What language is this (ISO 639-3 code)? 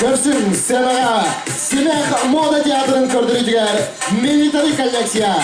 sah